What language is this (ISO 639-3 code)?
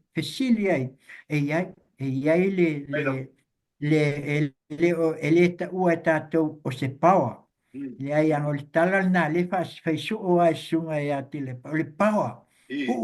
smo